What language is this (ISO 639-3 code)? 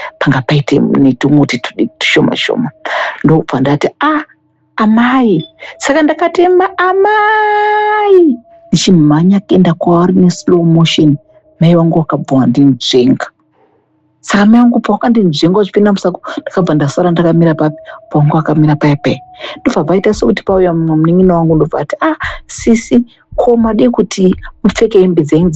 sna